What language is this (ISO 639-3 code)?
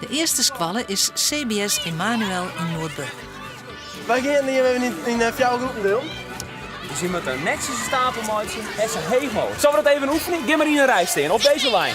fry